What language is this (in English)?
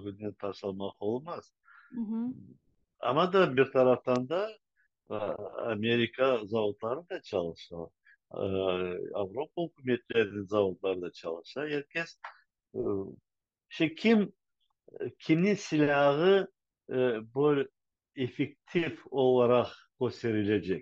Crimean Tatar